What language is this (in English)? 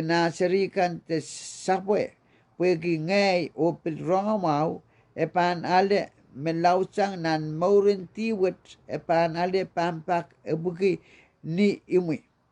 Pohnpeian